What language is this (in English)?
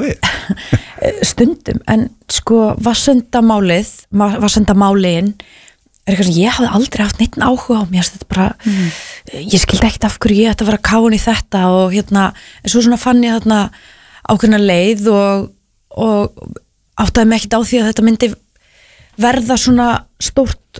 Icelandic